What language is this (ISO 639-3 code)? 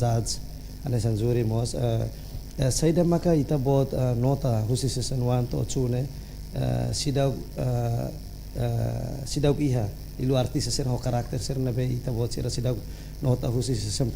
tet